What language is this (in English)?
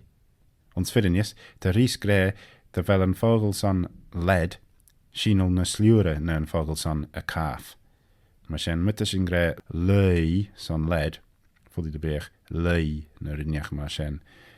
Manx